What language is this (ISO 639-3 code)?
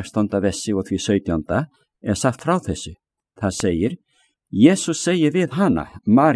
isl